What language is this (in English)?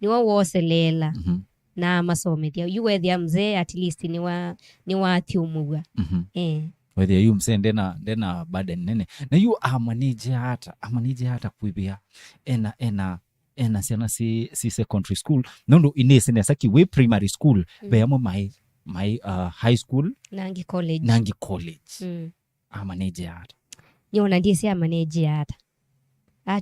Kamba